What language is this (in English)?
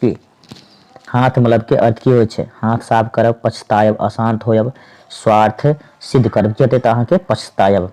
Maithili